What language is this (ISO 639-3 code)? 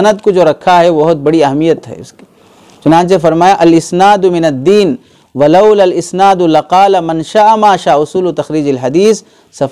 urd